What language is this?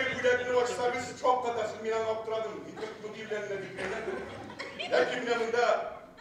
Bashkir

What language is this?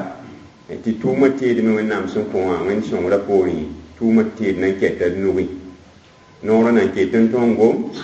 Mossi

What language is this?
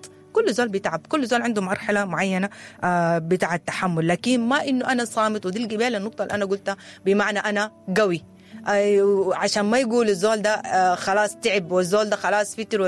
Sudanese Arabic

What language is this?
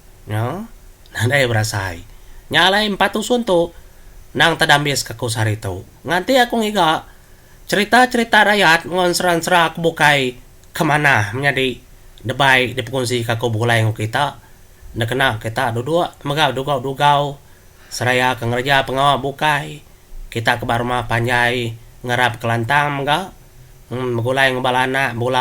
Iban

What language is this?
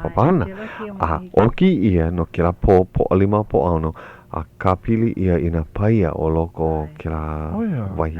Hawaiian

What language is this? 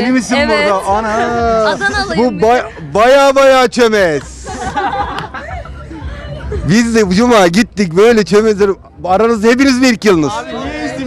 Turkish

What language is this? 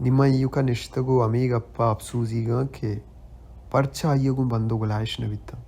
Baluchi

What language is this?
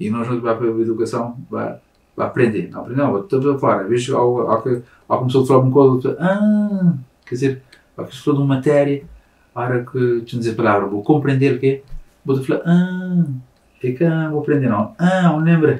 Kabuverdianu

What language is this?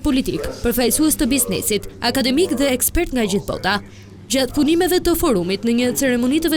Albanian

